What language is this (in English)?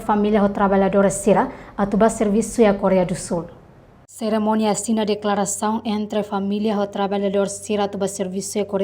Tetum